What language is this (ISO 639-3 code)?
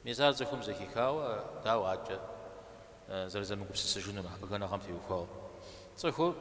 kbd